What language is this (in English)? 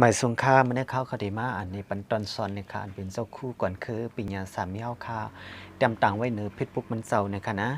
Shan